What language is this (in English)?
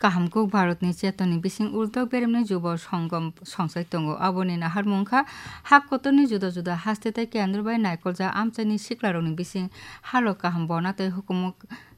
Kok Borok